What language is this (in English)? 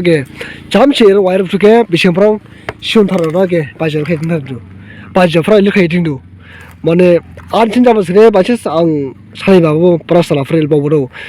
Dimasa